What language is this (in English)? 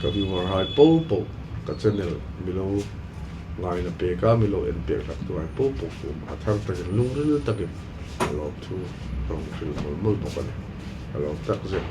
Hmar